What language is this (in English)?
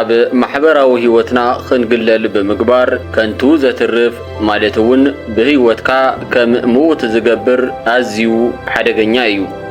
Tigrinya